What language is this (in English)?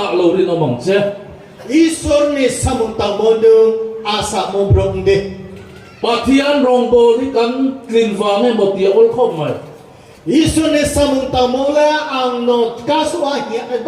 Riang (India)